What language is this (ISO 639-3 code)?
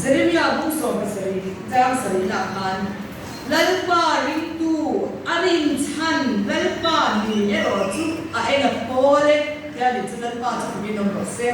lus